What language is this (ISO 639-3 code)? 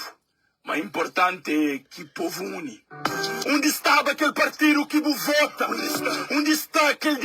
kea